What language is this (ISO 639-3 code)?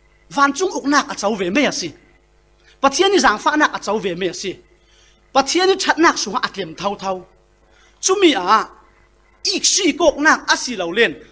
cfm